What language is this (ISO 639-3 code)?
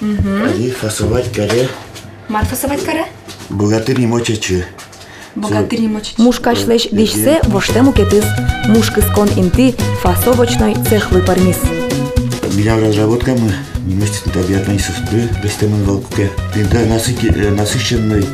udm